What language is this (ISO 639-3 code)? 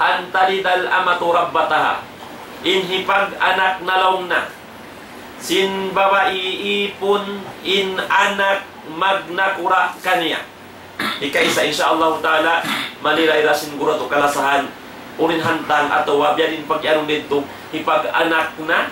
tsg